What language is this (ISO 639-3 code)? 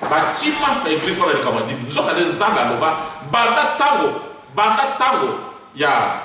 lin